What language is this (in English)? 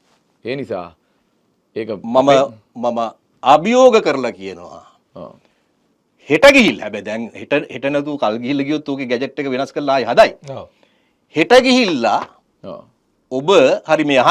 Sinhala